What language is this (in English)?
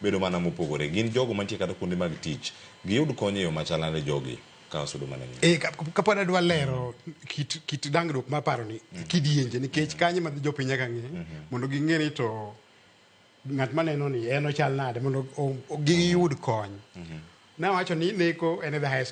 Luo (Kenya and Tanzania)